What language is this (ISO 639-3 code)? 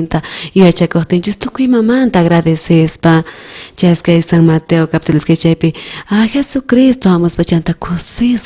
quh